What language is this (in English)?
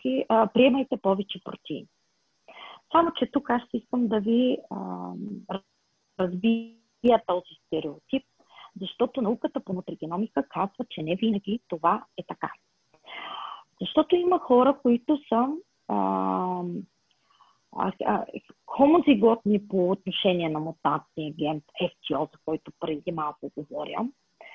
Bulgarian